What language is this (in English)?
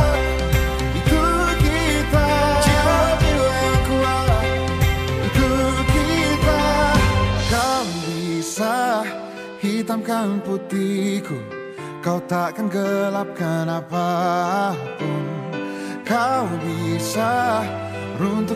Indonesian